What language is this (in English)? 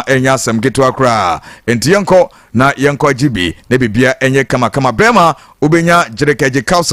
Akan